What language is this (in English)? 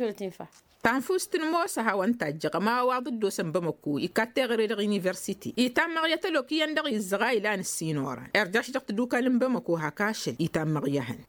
Tamasheq